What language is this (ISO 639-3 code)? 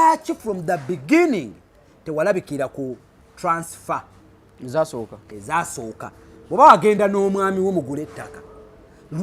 lug